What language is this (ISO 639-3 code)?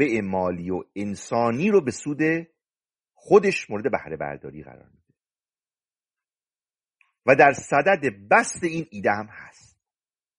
fas